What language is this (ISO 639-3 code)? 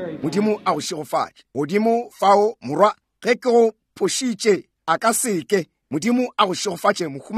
nso